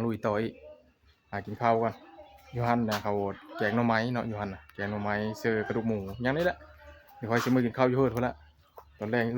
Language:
Northeastern Thai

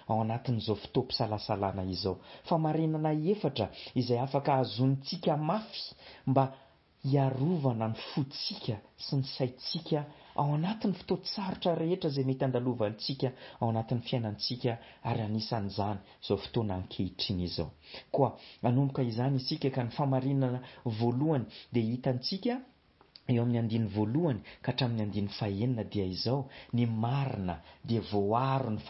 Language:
Malagasy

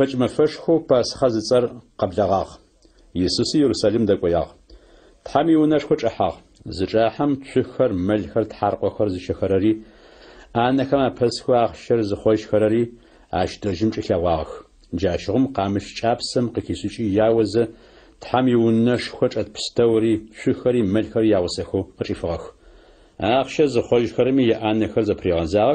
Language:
Adyghe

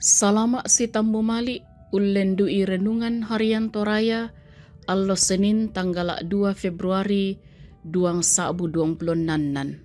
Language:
Toraja-Sa'dan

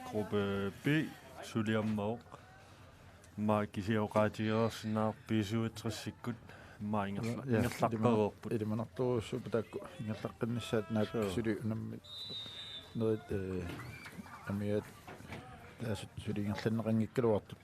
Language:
Kalaallisut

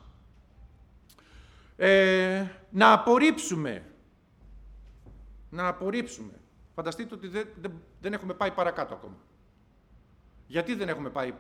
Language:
Greek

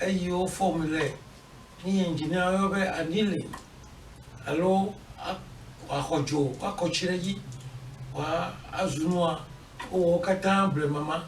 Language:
Ewe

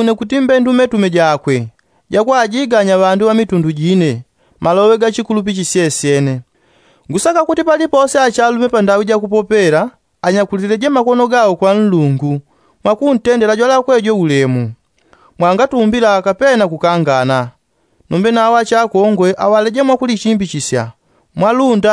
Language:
Yao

